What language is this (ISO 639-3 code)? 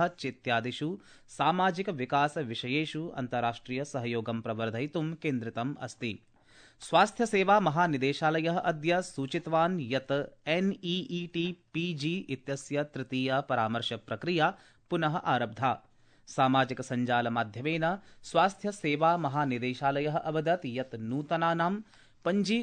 san